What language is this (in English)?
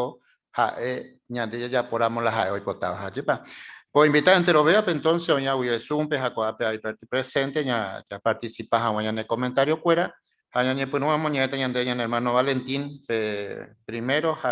Guarani